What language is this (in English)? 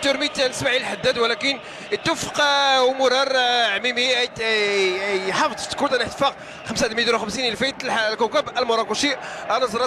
Moroccan Arabic